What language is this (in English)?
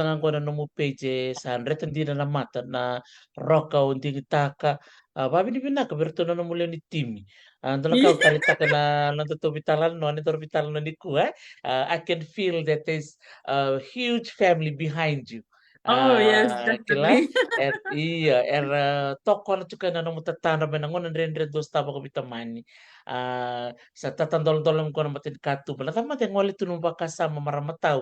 Fijian